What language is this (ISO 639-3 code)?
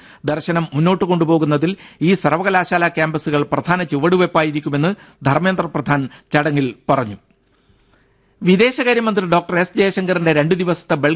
mal